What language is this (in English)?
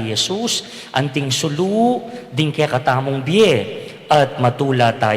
Pampanga